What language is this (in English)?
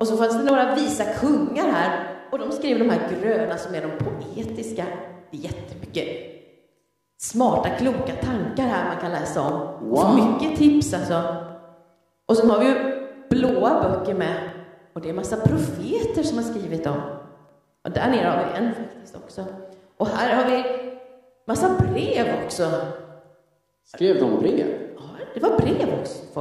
Swedish